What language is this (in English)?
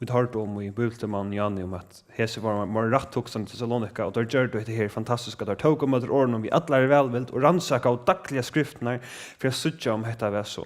Faroese